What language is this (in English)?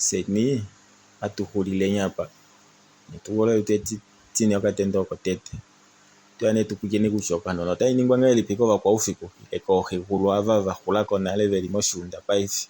Kuanyama